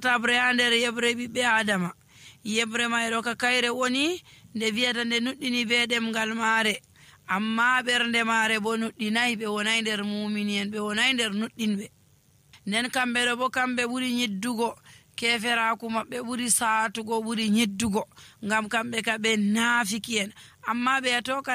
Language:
Nigerian Fulfulde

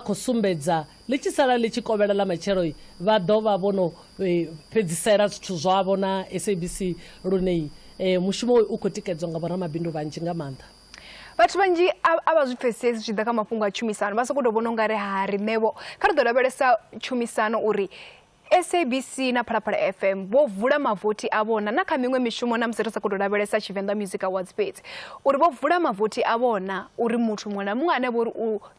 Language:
Venda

